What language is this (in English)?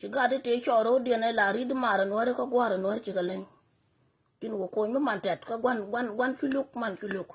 Nuer